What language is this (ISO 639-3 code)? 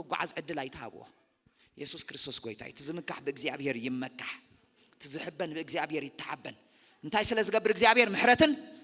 tir